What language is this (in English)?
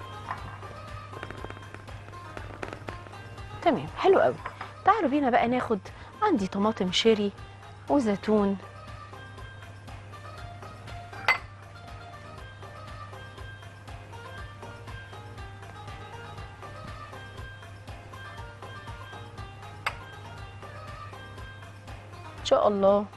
Egyptian Arabic